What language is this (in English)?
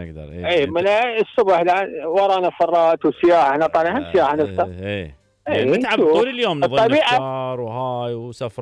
Mesopotamian Arabic